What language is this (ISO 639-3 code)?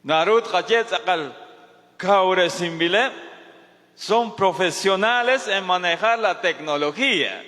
kek